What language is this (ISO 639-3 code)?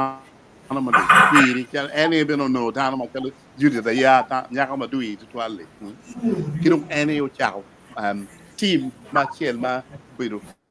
ach